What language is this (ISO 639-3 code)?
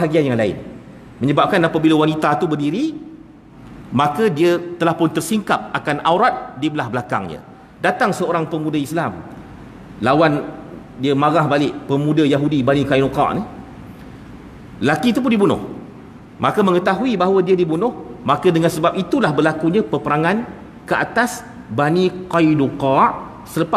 msa